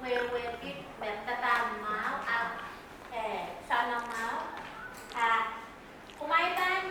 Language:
Pohnpeian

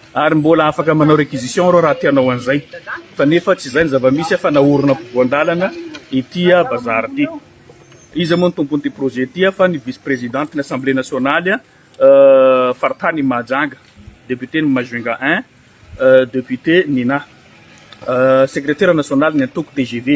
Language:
Malagasy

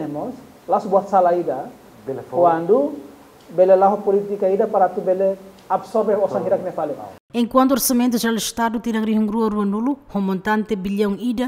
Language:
Tetum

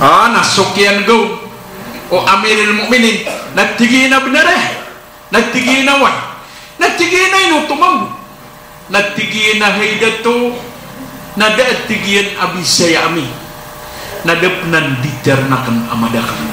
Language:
Maranao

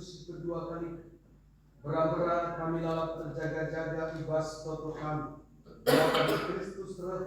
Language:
Batak Karo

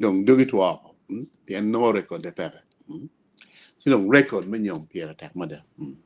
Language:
Acoli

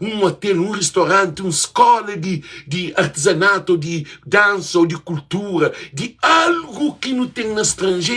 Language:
Kabuverdianu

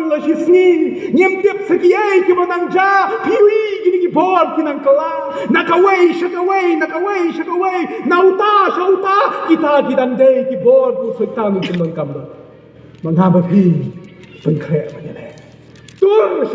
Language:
Khasi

